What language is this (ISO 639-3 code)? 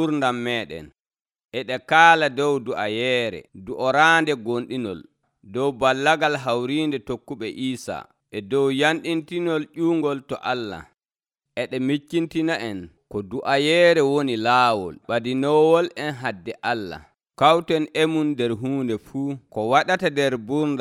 fuv